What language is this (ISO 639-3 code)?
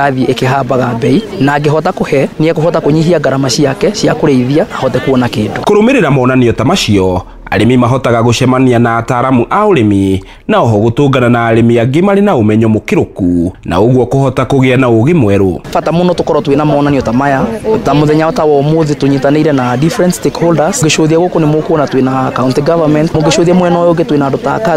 kik